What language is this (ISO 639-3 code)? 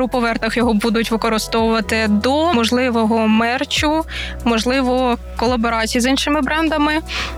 ukr